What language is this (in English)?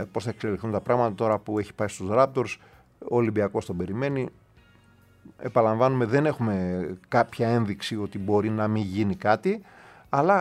Greek